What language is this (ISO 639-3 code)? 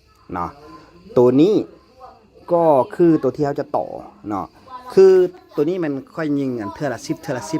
lao